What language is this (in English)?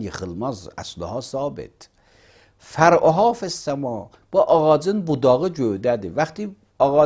Azerbaijani